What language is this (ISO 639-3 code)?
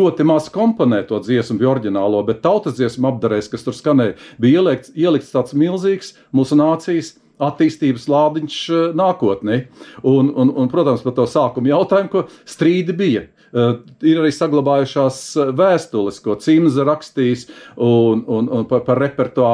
lav